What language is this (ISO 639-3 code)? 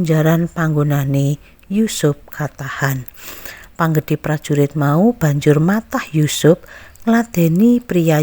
jav